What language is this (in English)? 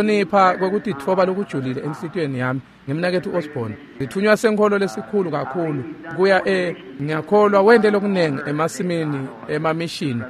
Swati